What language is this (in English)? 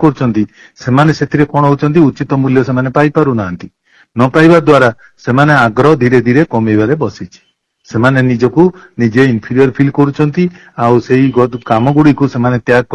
Odia